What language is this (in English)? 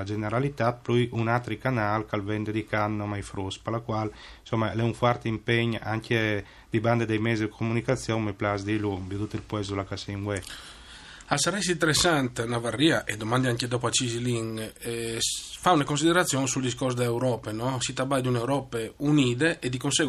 Friulian